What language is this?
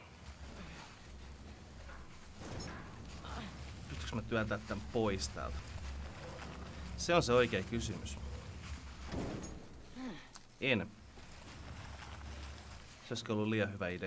Finnish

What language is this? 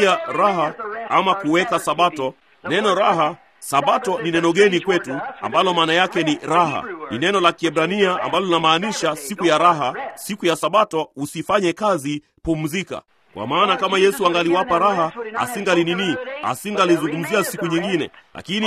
Swahili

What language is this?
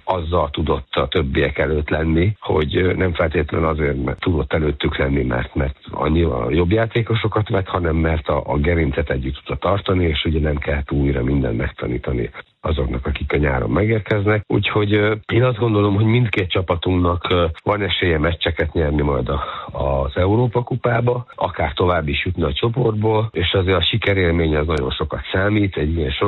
Hungarian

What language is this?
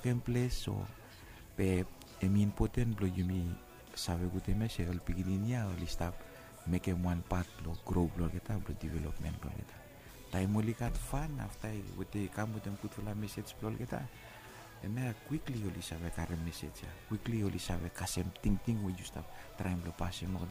Bislama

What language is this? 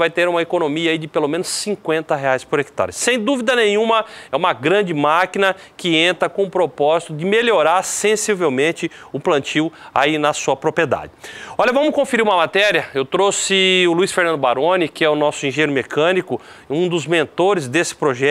Portuguese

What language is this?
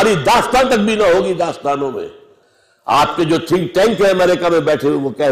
Urdu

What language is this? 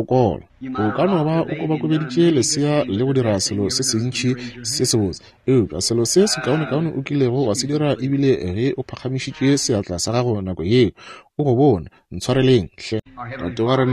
Northern Sotho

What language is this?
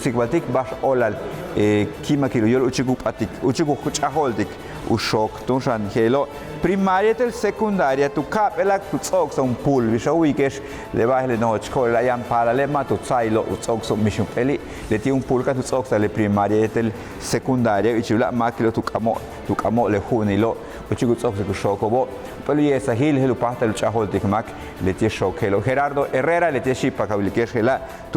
Yucateco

